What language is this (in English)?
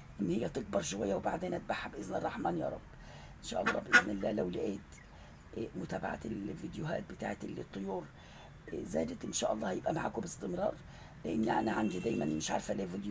Egyptian Arabic